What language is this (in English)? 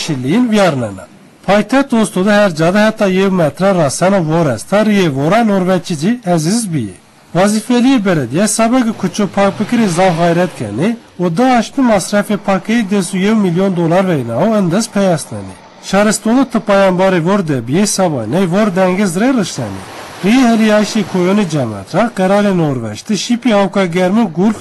Zaza